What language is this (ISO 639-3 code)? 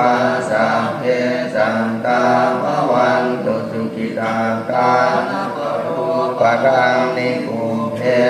pli